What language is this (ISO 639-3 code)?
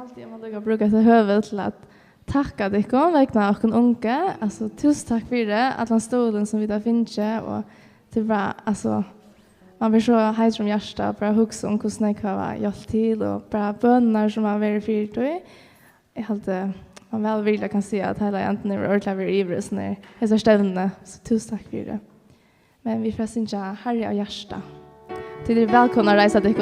fao